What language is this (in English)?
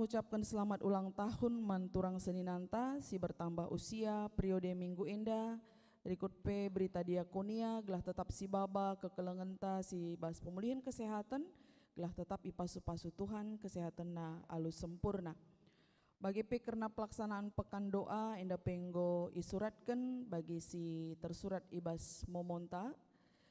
Batak Karo